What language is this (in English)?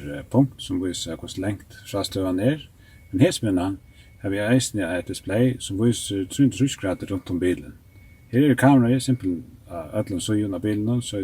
Faroese